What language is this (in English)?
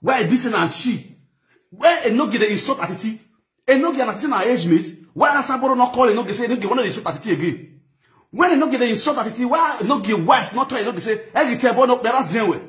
Nigerian Pidgin